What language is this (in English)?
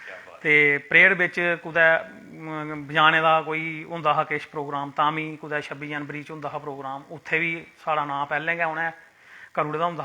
Dogri